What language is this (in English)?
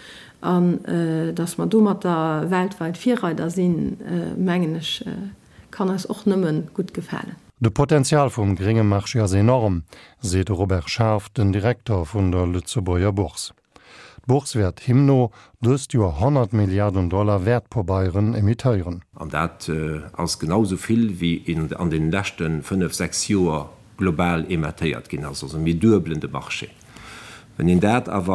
Luxembourgish